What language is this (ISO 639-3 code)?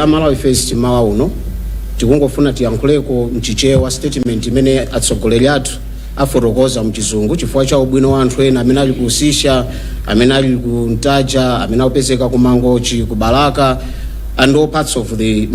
nya